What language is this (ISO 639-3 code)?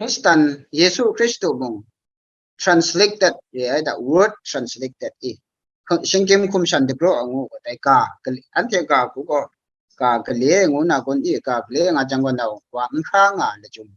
kac